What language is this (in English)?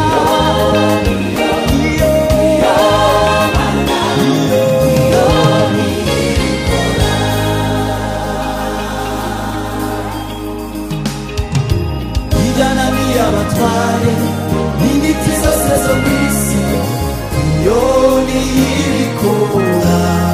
Kinyarwanda